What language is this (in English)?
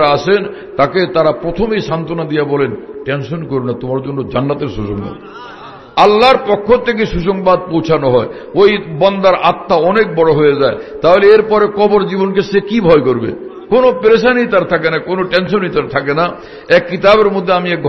Bangla